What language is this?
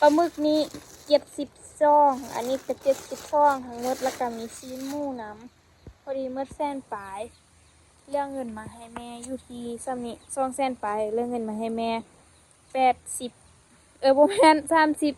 Lao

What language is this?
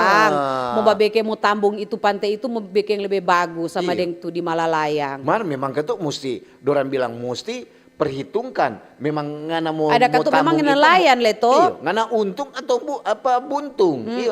Manado Malay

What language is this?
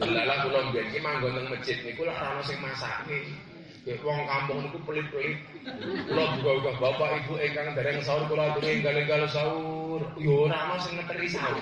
Javanese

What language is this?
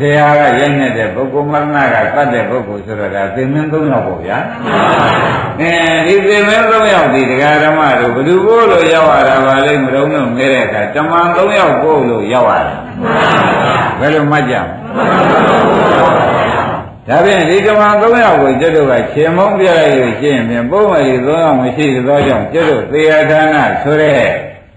Burmese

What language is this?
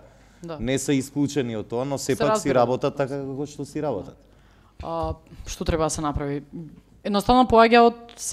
Macedonian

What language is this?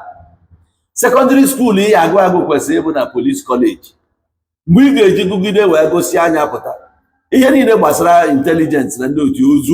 Igbo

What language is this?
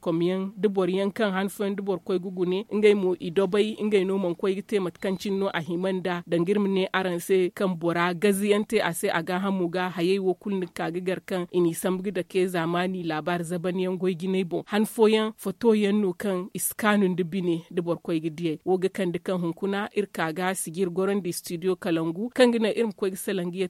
Zarma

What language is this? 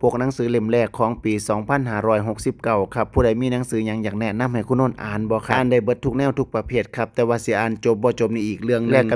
Northeastern Thai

